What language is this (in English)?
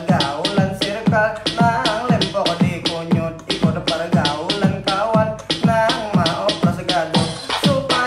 Banjar